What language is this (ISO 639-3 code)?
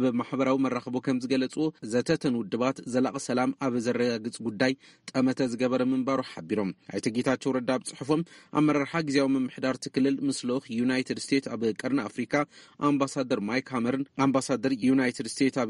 tir